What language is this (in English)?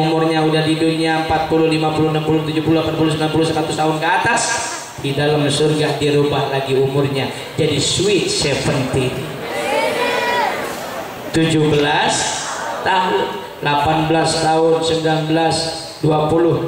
Indonesian